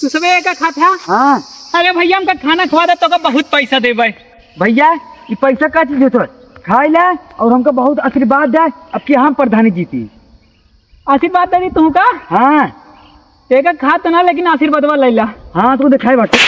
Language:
Awadhi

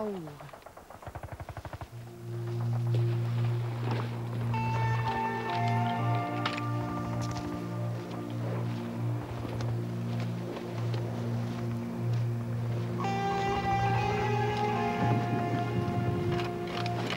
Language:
Dutch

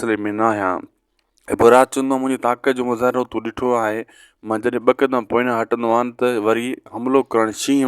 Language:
Sindhi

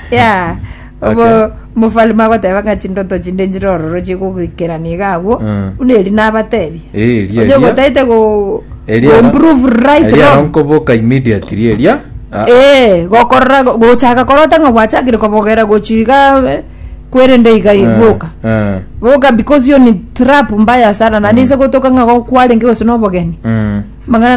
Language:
Gusii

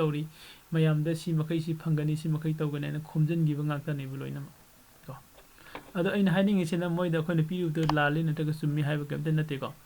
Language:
Manipuri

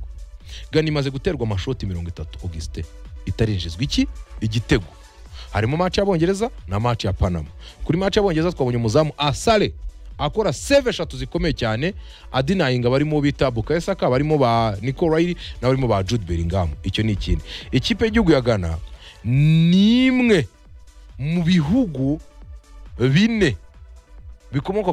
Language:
Kinyarwanda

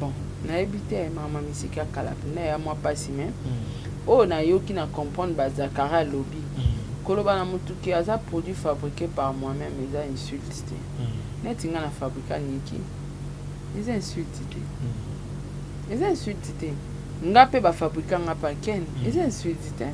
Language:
Lingala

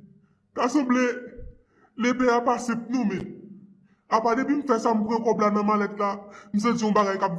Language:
Haitian Creole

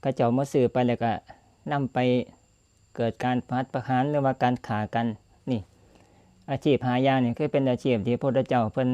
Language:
Northeastern Thai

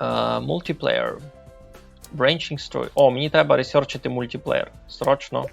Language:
Rusyn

